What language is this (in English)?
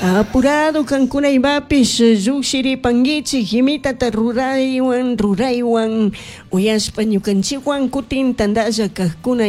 Chimborazo Highland Quichua